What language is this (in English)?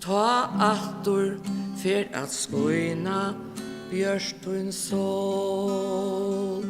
Faroese